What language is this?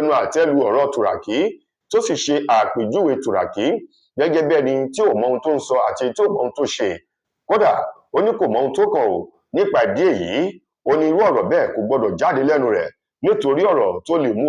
Yoruba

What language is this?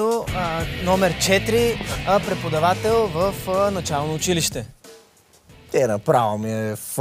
Bulgarian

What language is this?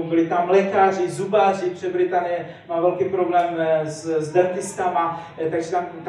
Czech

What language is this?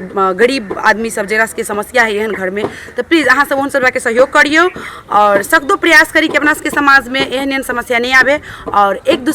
Maithili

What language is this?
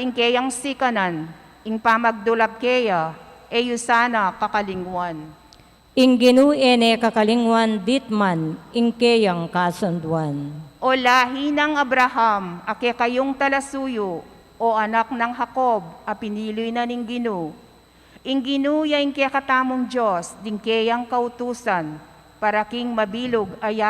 Pampanga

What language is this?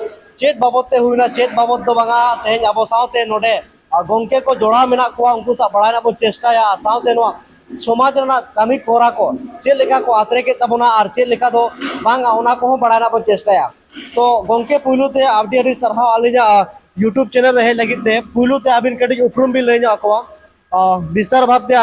Santali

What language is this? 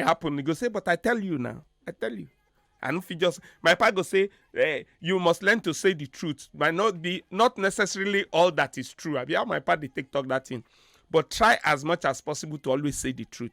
Nigerian Pidgin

